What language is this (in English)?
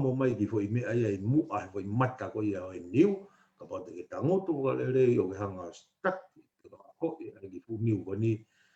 Tongan